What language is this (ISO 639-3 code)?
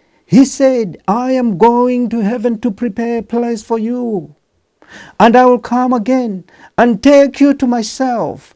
eng